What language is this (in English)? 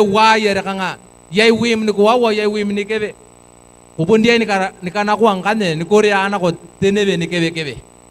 Gilbertese